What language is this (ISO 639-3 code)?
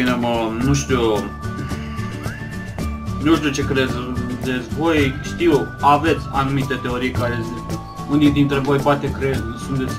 ron